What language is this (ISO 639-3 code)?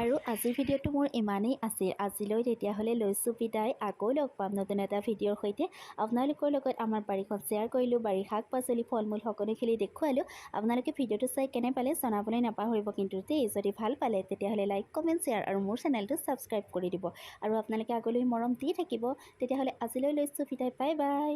asm